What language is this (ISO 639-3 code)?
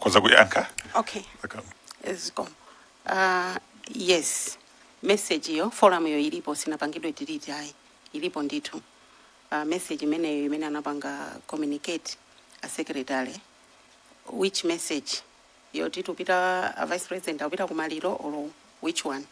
nya